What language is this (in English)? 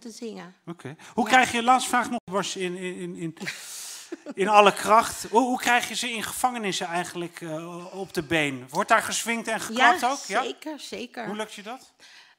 Dutch